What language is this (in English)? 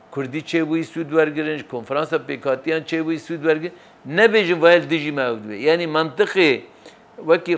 Kurdish